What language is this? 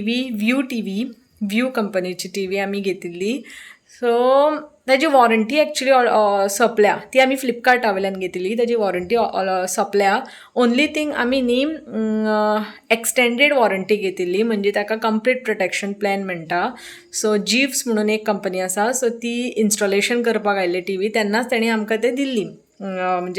Konkani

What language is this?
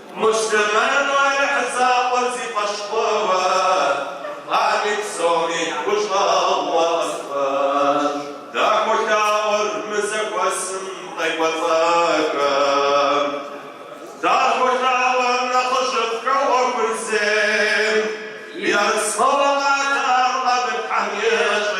Kabardian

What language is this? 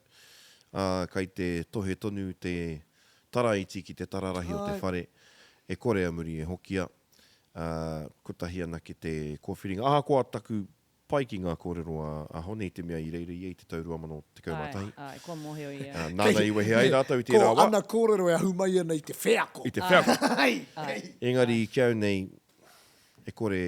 Māori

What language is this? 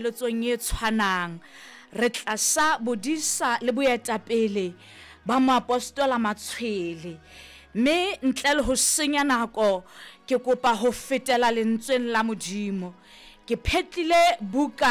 Southern Sotho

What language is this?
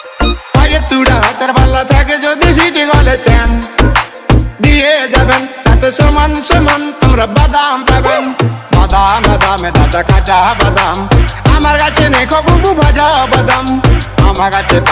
Bangla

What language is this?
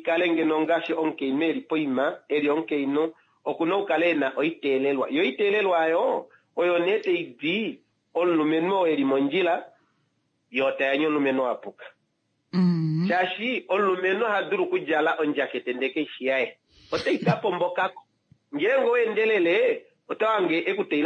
Kuanyama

